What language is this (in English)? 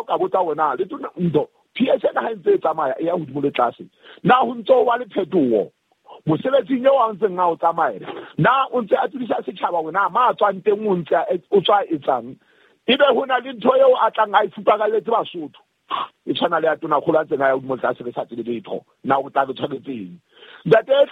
Southern Sotho